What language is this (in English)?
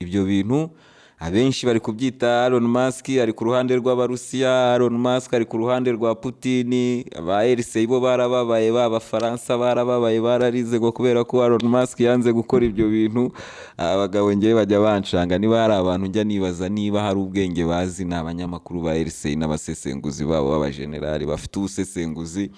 Kinyarwanda